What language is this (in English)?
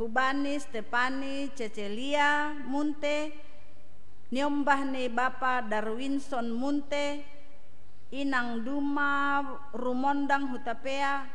Batak Simalungun